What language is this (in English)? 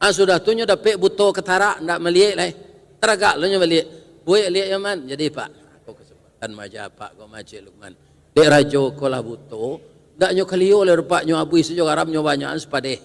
Minangkabau